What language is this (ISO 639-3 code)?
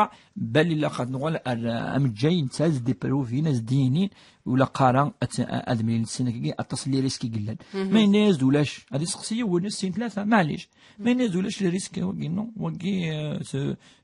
kab